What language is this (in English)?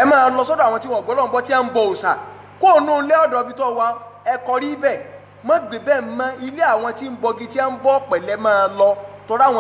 Yoruba